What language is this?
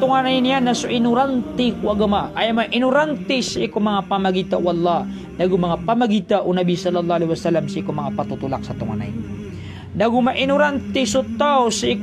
Maranao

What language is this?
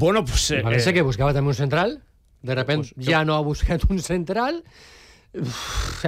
Catalan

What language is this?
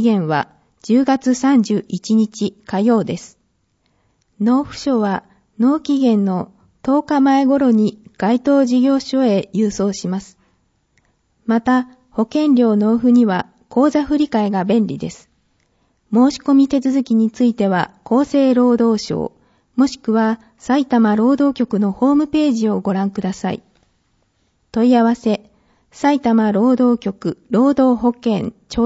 Japanese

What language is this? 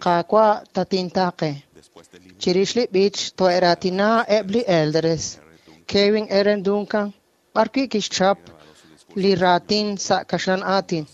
Kekchí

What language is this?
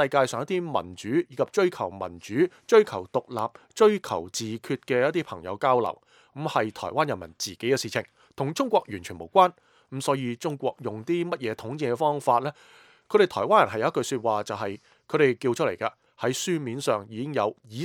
Cantonese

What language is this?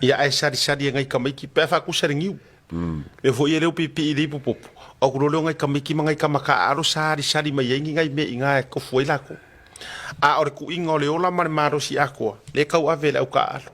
Samoan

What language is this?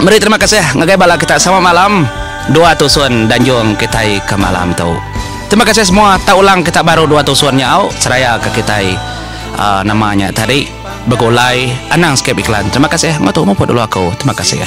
Iban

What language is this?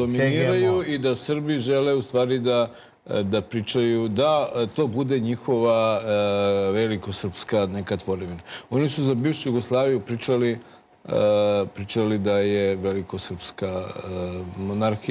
Serbian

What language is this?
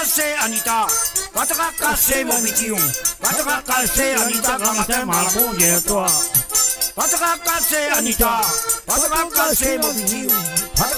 Morisyen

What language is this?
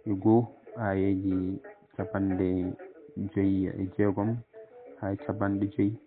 Fula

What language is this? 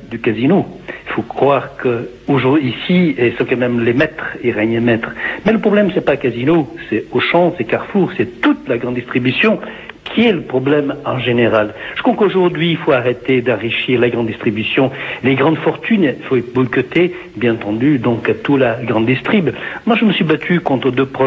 French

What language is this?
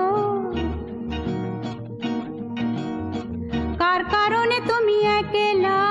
Bangla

